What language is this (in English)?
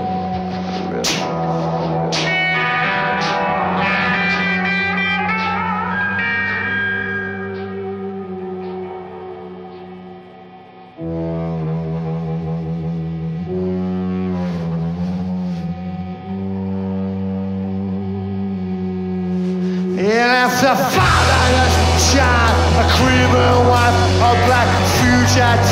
English